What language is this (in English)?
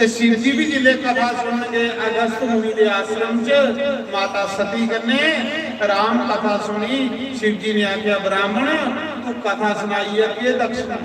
Dogri